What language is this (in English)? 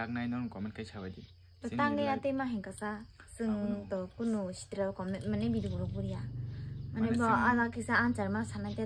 Kok Borok